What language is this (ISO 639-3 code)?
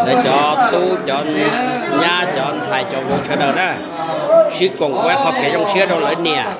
hmn